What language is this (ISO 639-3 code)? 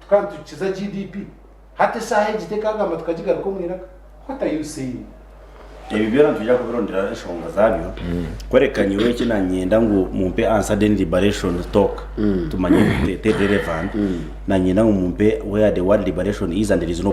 nyn